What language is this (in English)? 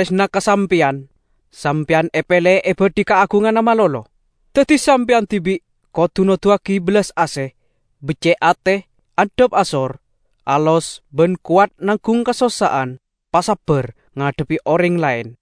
Madurese